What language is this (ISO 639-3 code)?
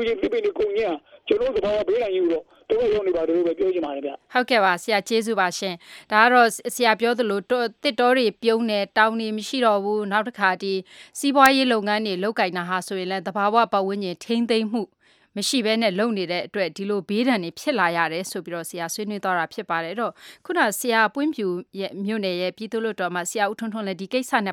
mya